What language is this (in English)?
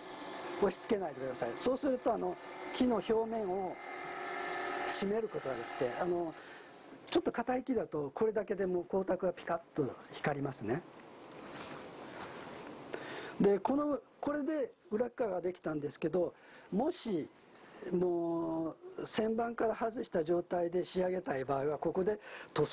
Japanese